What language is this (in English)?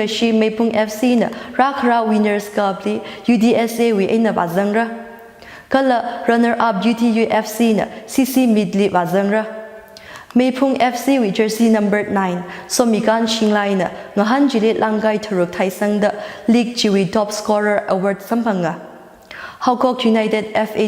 Tangkhul Naga (India)